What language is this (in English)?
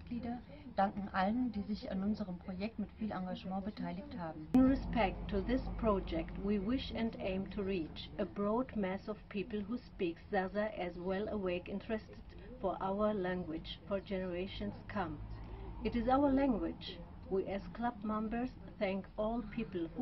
Zaza